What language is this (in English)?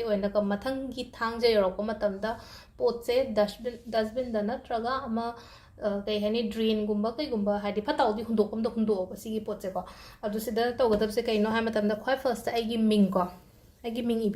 Manipuri